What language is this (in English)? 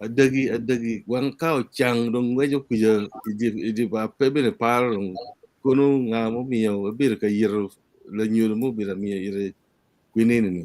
Acoli